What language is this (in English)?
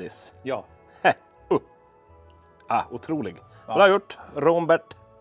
Swedish